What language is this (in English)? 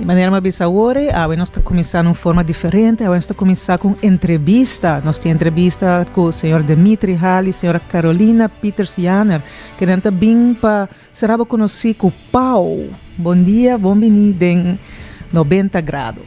Papiamento